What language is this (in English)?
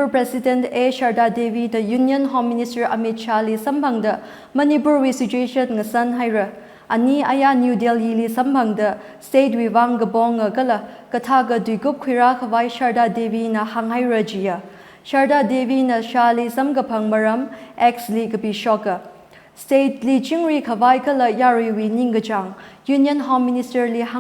Tangkhul Naga (India)